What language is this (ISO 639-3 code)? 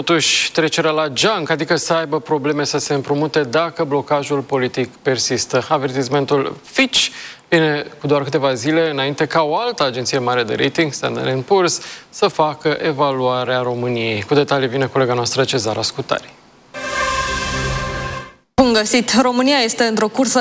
ron